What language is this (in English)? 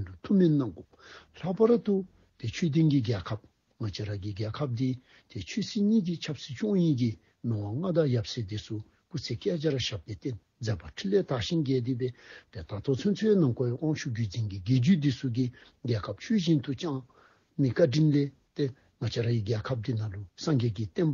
Dzongkha